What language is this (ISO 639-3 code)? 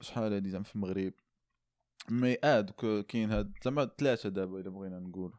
ary